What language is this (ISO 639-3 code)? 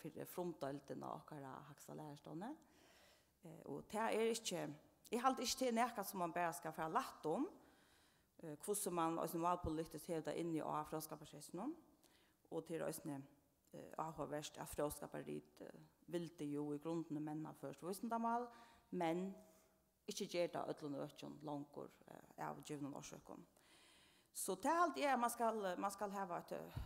fao